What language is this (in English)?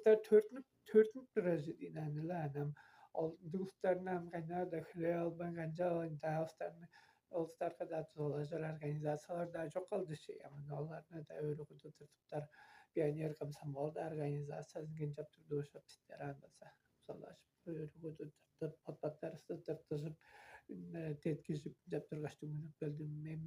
Tuvinian